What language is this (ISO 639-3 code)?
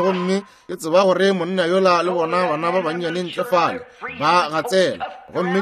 nso